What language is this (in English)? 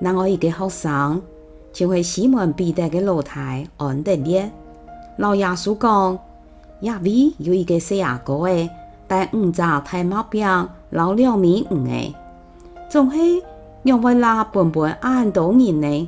Hakka Chinese